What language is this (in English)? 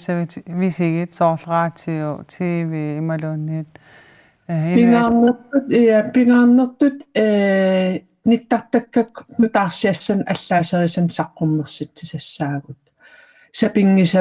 Kalaallisut